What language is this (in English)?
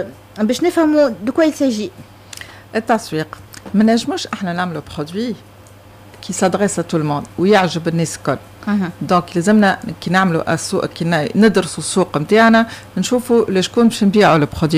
Tunisian Arabic